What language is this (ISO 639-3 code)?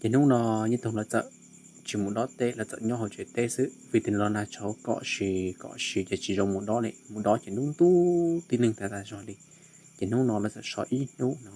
hmn